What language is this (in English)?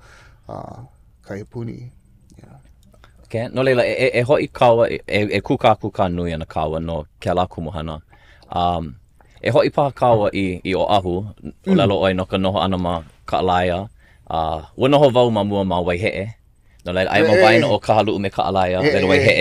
Hawaiian